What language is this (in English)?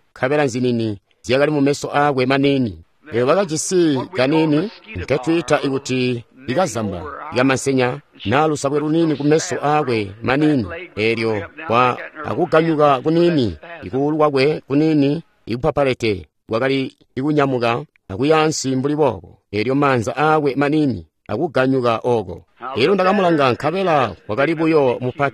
Tonga (Zambia)